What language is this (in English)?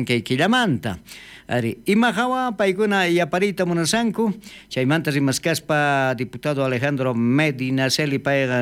South Bolivian Quechua